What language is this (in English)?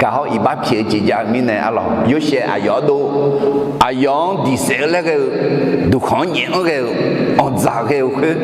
Akha